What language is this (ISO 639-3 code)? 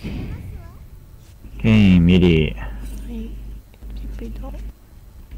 jpn